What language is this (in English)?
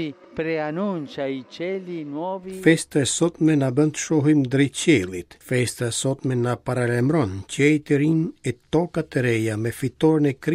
Albanian